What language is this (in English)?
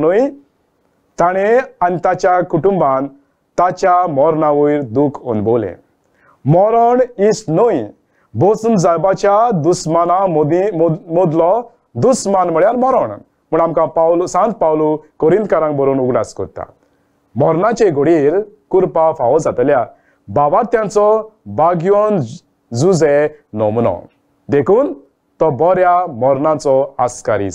Konkani